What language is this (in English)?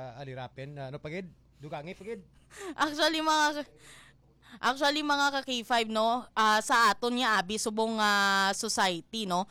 Hiligaynon